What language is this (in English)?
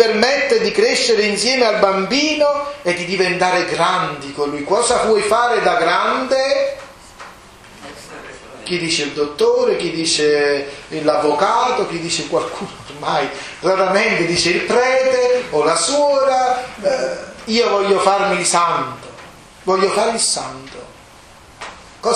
Italian